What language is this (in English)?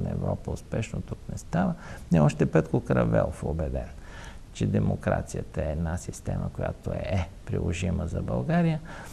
Bulgarian